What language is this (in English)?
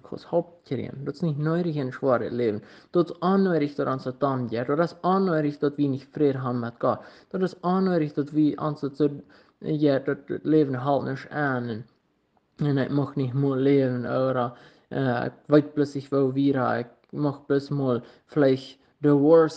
Plautdietsch